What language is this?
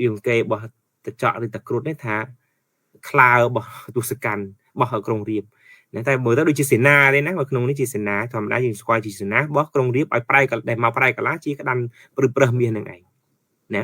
Khmer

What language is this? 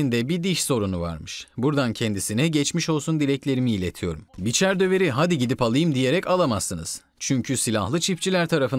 Turkish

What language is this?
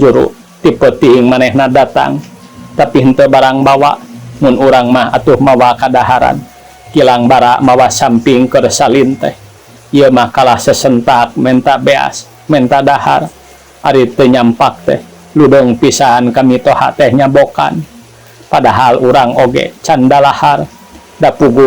Sundanese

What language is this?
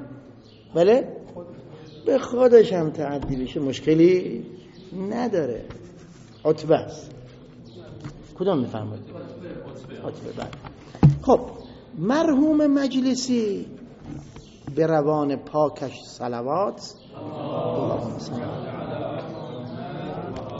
Persian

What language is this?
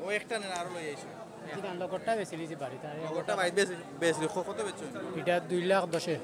Sylheti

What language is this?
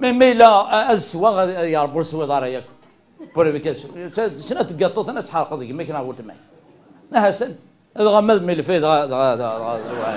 Kabyle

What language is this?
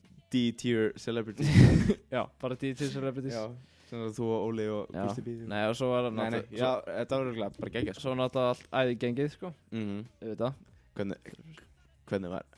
Icelandic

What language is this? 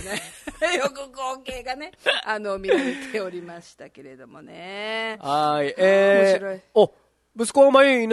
Japanese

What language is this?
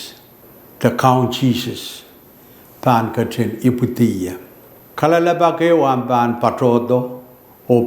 Pohnpeian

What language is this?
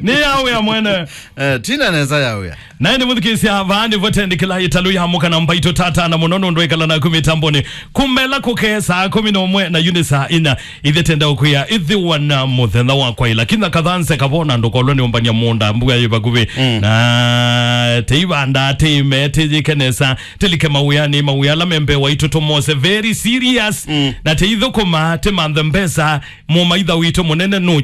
Kamba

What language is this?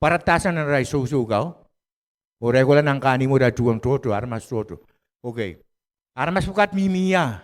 Pohnpeian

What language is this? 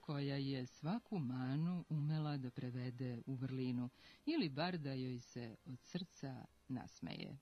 Serbian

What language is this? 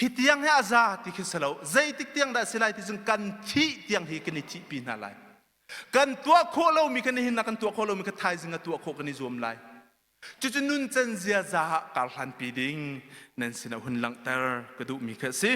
Hakha Chin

